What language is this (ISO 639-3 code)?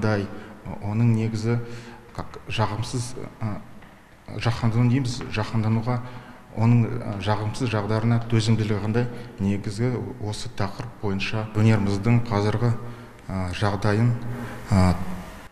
kaz